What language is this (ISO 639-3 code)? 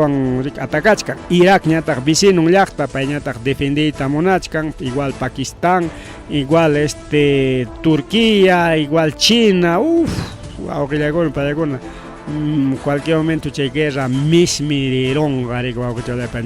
quy